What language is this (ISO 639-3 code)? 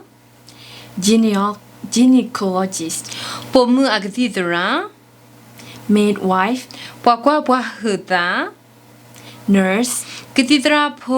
ksw